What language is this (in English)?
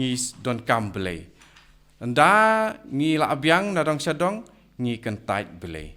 Khasi